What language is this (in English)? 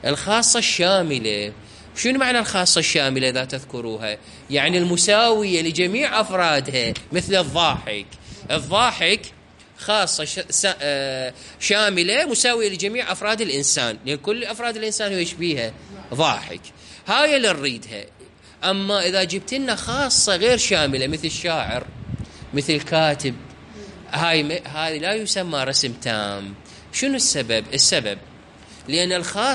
Mesopotamian Arabic